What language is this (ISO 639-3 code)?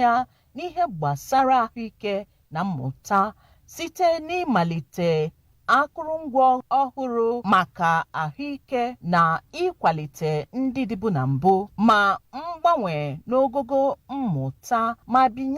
ibo